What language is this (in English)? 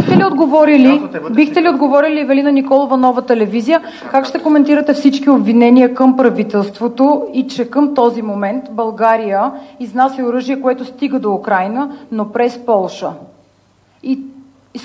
Bulgarian